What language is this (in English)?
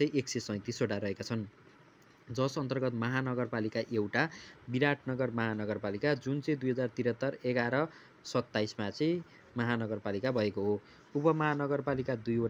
Nepali